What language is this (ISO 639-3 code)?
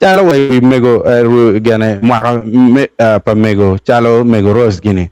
ach